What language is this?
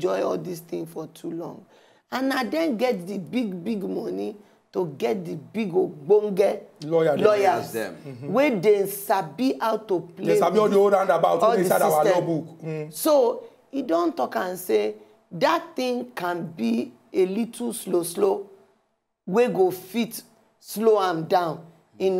Nigerian Pidgin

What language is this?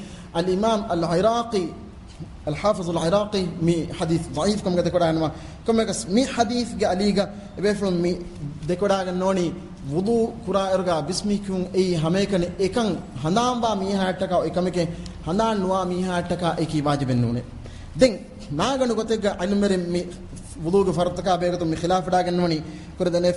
Divehi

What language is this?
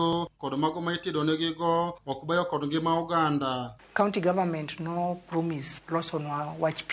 Luo (Kenya and Tanzania)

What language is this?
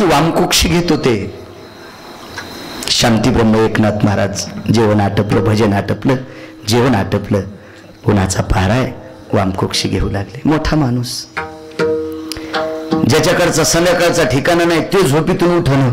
Marathi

